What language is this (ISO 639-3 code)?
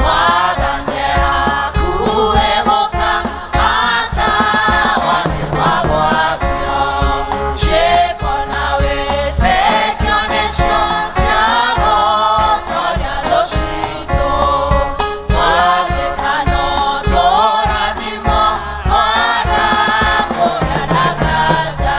kik